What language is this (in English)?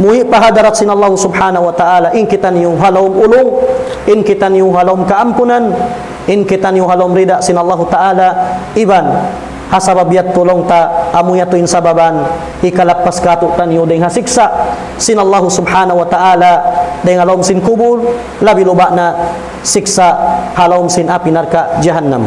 Tausug